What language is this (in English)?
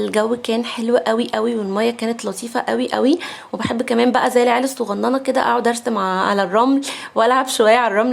Egyptian Arabic